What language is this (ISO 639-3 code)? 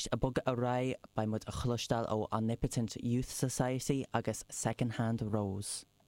gle